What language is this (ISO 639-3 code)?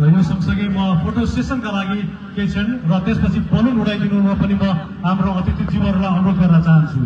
nep